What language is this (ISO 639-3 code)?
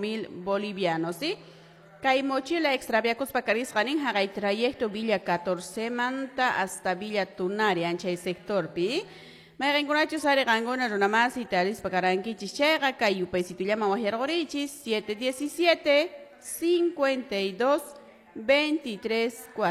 que